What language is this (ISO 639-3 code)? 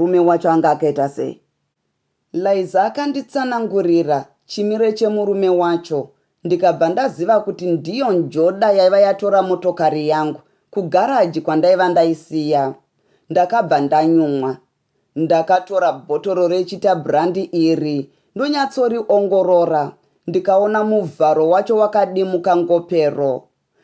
sna